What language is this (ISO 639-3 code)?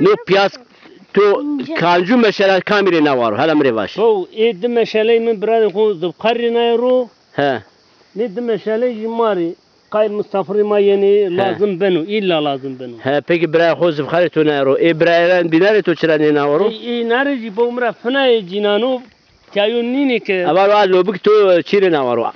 zza